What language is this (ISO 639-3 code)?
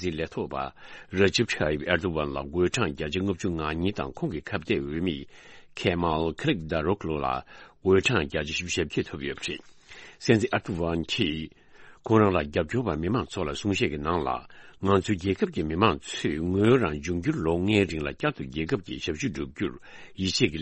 bod